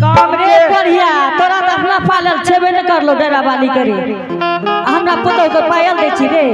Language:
Angika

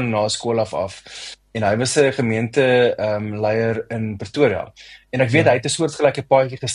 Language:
Afrikaans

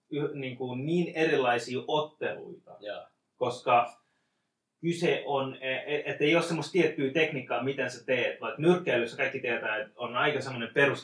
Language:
Finnish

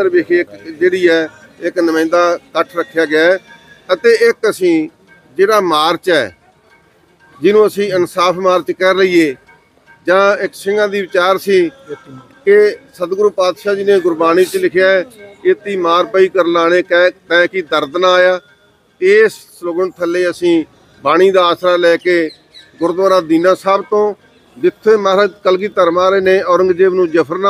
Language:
Punjabi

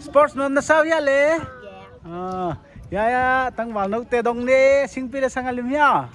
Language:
Paite Chin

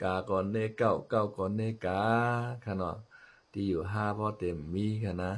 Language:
Shan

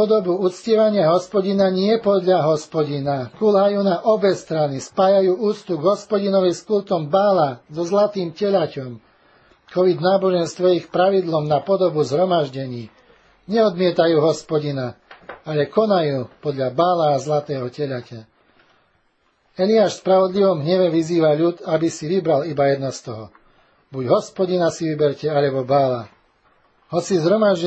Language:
Slovak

